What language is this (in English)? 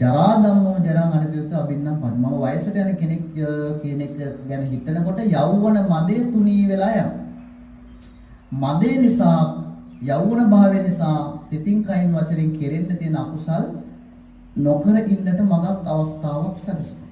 Sinhala